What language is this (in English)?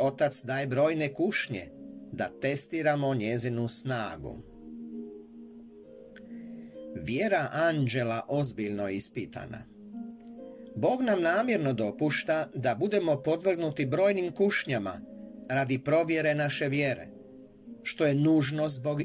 Croatian